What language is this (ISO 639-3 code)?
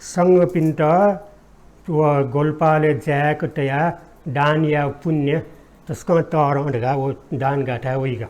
new